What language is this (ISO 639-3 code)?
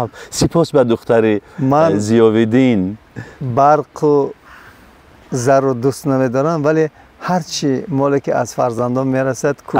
tgk